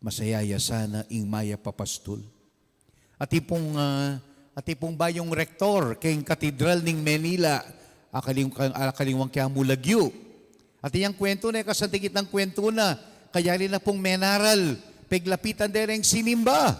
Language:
Pampanga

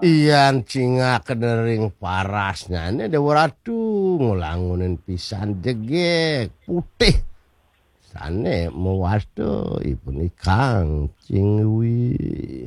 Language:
Balinese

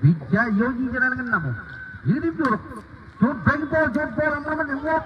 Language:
Marshallese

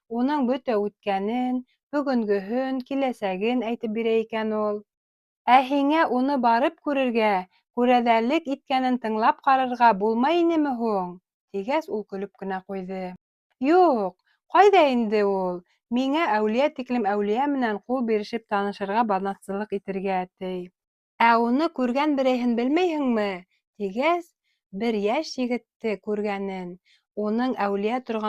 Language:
Bashkir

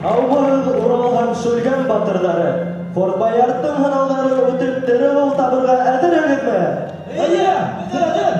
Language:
Bashkir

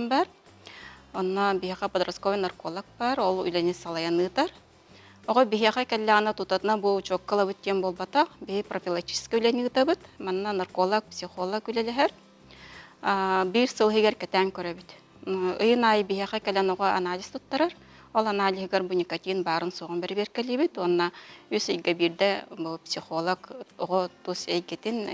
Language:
Yakut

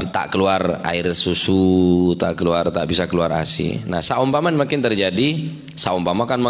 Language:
Madurese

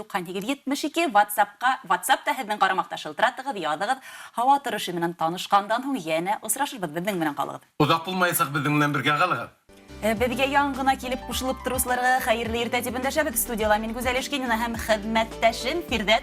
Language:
Bashkir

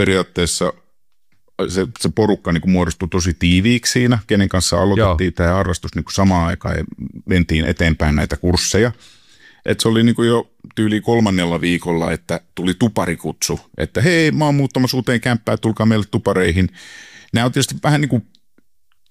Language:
Finnish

